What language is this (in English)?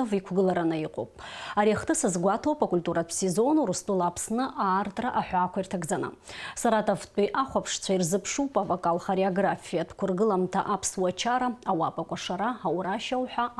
Abkhazian